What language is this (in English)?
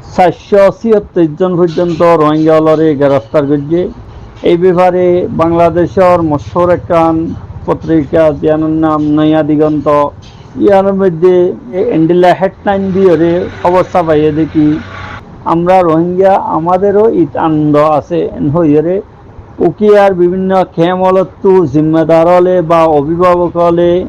Rohingya